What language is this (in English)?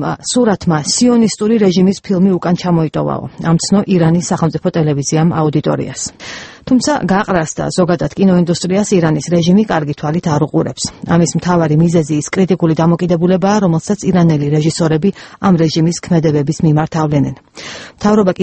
Georgian